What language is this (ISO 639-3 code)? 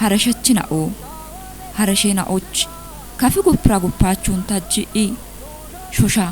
kbr